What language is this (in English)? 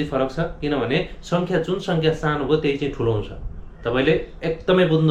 Nepali